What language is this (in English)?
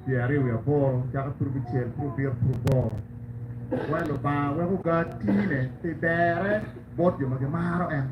Acoli